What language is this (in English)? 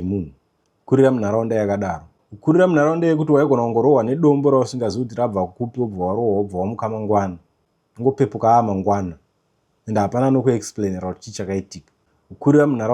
Shona